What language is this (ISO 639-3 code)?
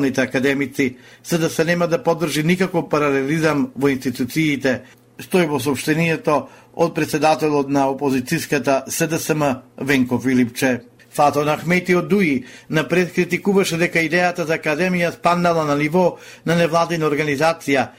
mkd